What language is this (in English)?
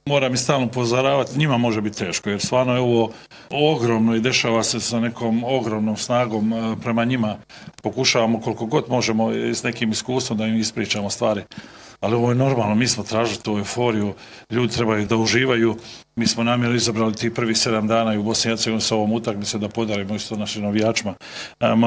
Bosnian